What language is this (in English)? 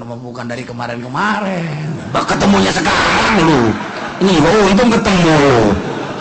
Sundanese